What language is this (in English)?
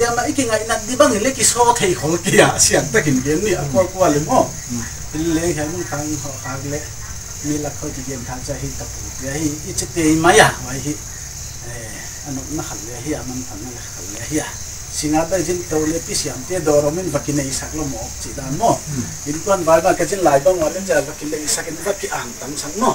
Paite Chin